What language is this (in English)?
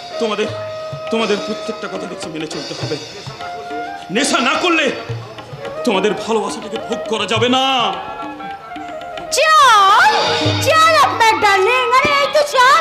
Bangla